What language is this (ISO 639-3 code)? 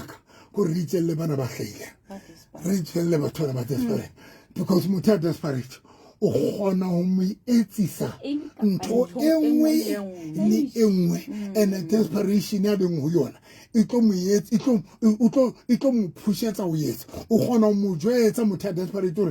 sot